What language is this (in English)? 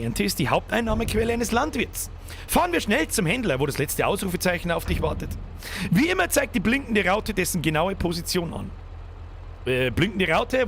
Bavarian